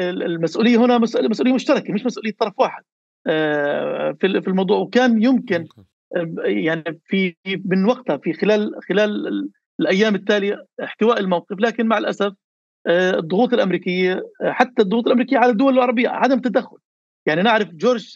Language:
North Levantine Arabic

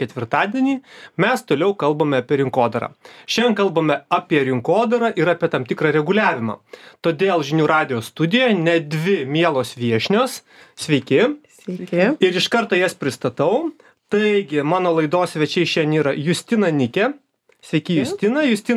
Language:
Lithuanian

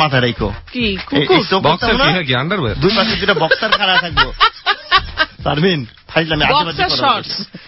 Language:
Bangla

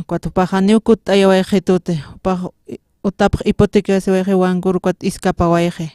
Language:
Aymara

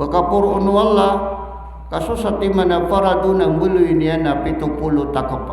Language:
Maranao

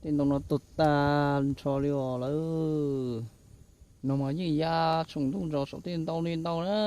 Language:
Hmong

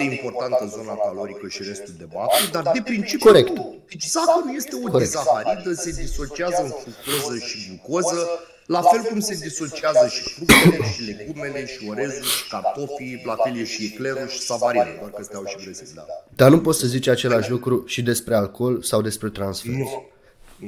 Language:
Romanian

